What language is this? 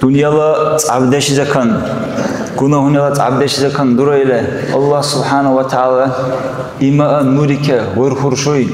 Dargwa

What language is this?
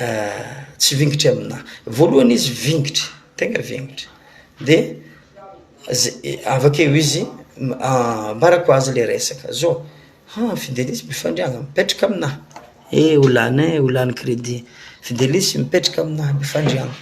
Malagasy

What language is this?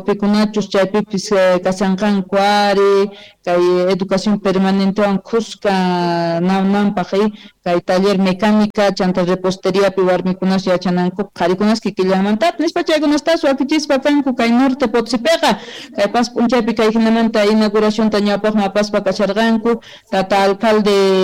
Quechua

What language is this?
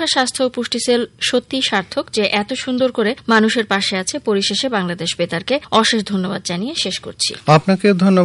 Bangla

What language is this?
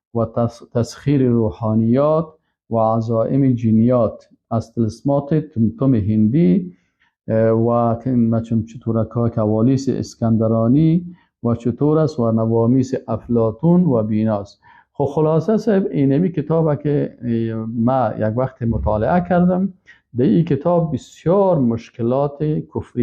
Persian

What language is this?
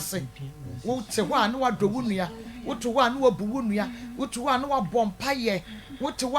Akan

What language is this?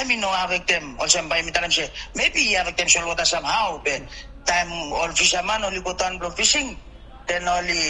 Bislama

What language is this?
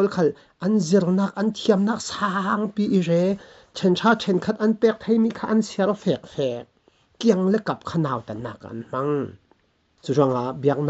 Falam Chin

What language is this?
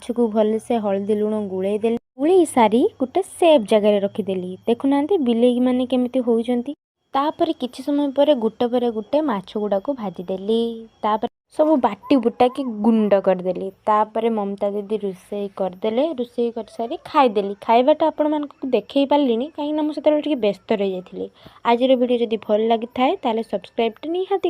Odia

